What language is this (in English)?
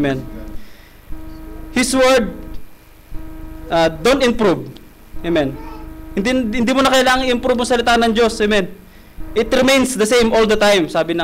Filipino